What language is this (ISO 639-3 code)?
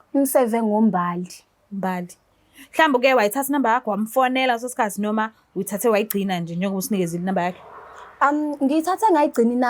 zul